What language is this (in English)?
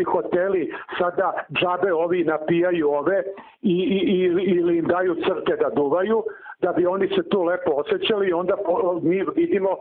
Serbian